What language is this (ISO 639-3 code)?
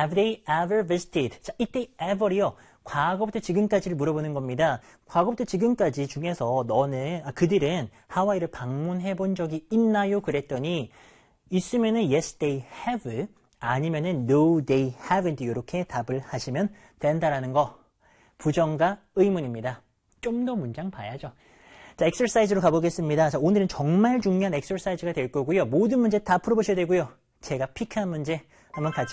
kor